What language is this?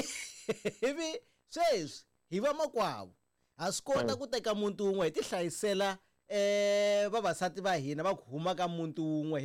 Tsonga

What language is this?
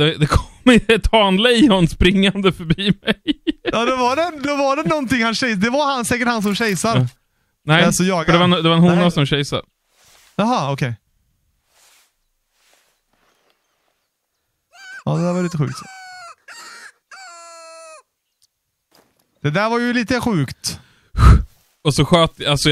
Swedish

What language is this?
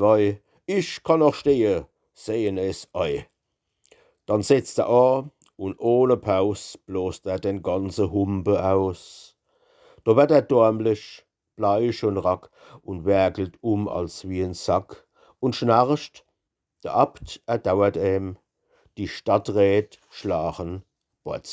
Palatine German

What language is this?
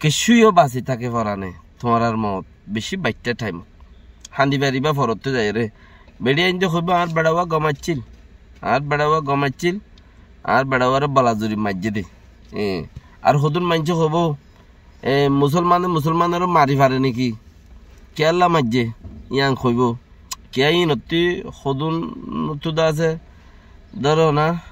Rohingya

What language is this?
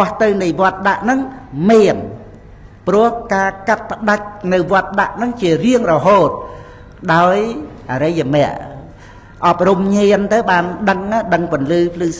Khmer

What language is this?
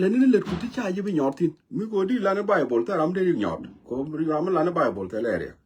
Nuer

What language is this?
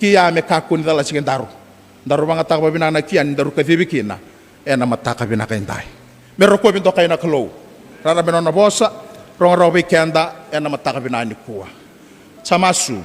Fijian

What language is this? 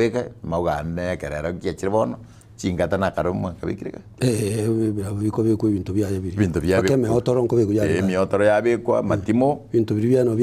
Gusii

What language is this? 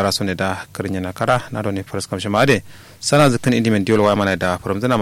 Kanuri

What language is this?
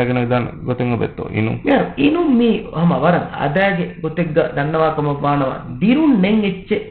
Divehi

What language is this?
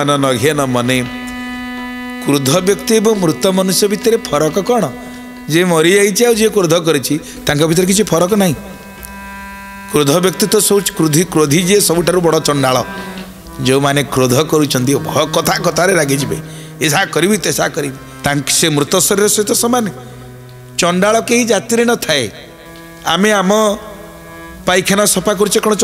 Odia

